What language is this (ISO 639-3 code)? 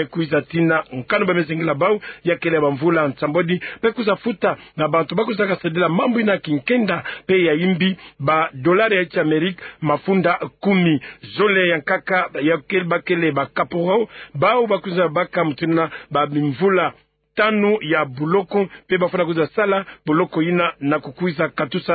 ktu